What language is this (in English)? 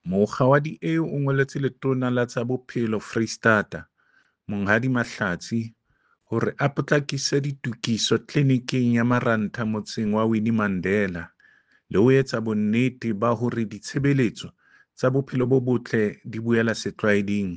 Southern Sotho